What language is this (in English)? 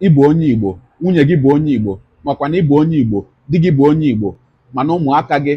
Igbo